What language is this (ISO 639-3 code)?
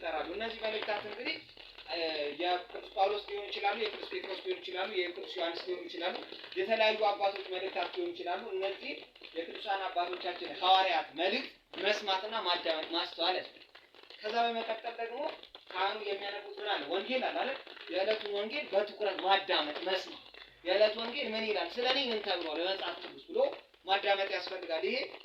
amh